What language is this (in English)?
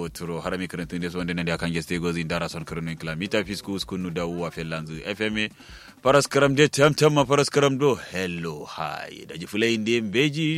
Kanuri